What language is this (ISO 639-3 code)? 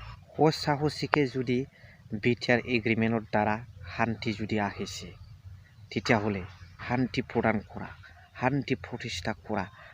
brx